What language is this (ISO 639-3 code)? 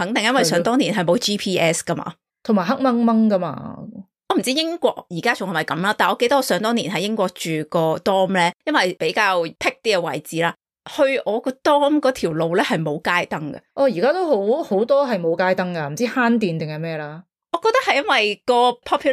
yue